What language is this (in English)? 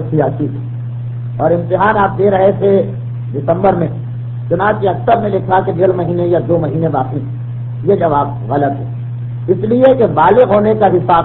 Urdu